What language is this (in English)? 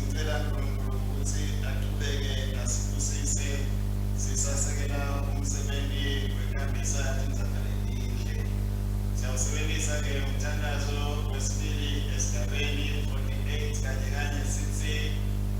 Swati